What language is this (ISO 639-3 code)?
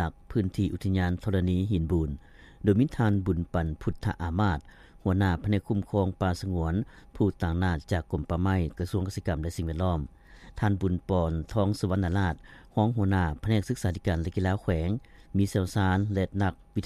lao